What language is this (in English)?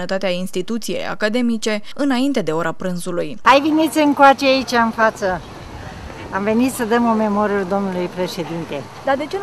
Romanian